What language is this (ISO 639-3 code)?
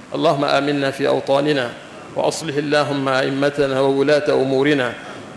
ara